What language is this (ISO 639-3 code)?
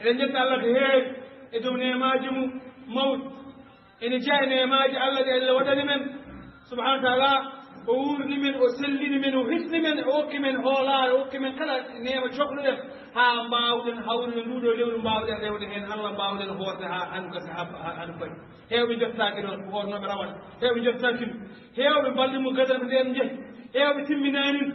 ful